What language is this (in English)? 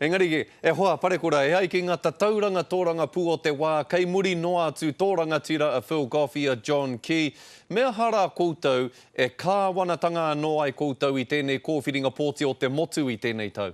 Māori